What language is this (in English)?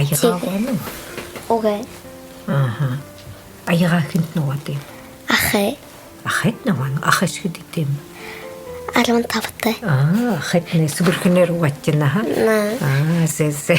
Buriat